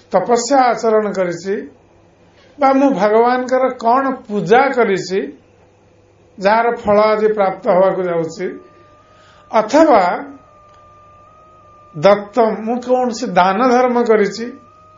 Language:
Odia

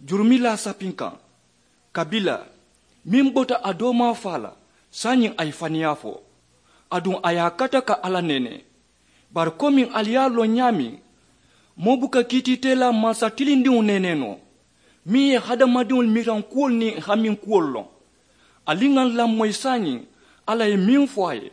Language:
Mandingo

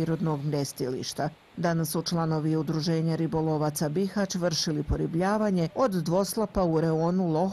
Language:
Bosnian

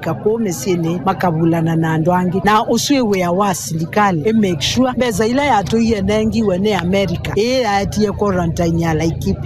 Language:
Kamba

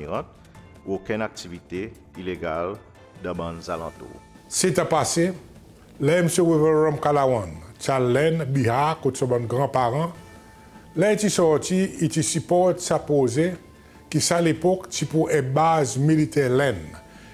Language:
Seselwa Creole French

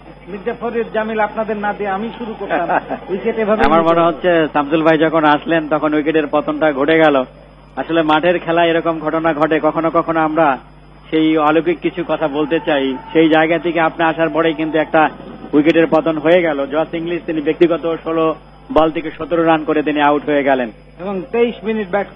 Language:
Bangla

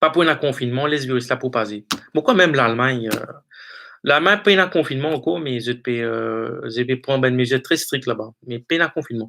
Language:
Morisyen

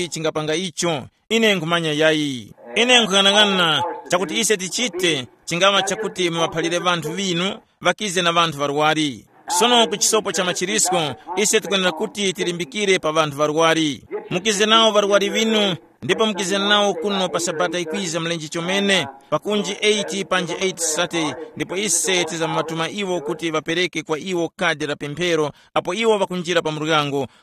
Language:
Tumbuka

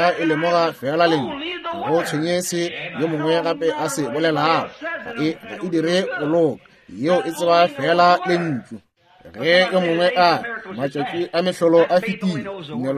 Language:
Northern Sotho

